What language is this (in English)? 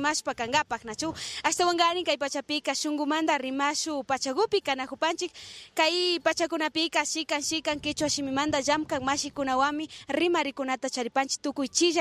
Imbabura Highland Quichua